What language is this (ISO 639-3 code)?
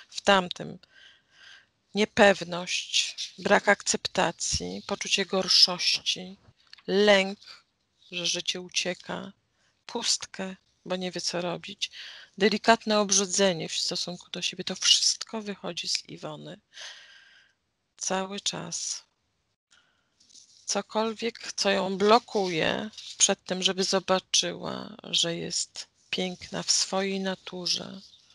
pol